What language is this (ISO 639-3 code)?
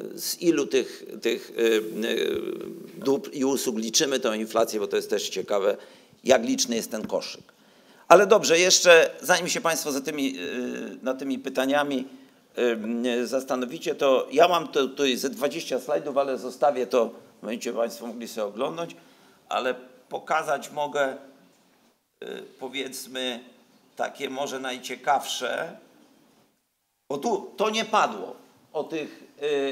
pol